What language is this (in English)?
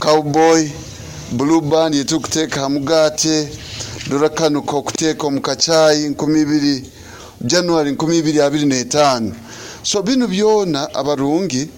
Nyoro